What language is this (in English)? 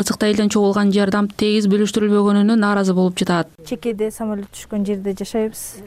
Kyrgyz